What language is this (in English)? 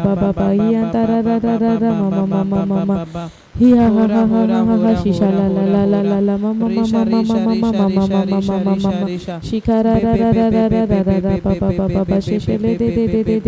Tem